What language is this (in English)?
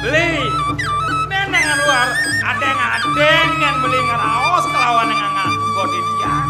Balinese